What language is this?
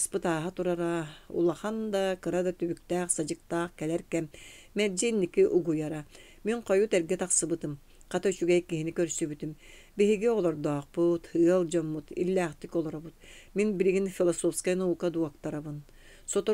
Yakut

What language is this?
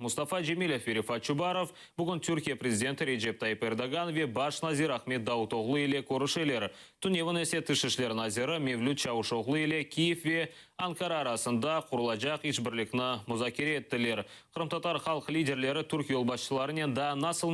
Crimean Tatar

